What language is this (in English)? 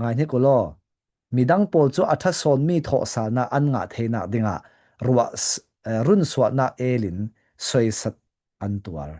Falam Chin